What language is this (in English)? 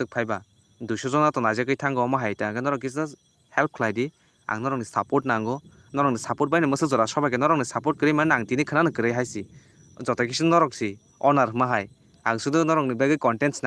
Kok Borok